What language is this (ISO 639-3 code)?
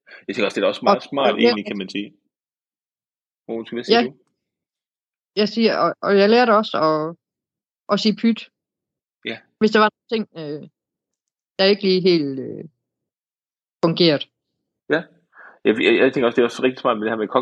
dan